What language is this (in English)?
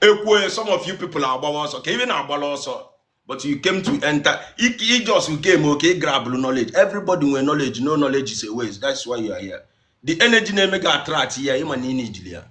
Igbo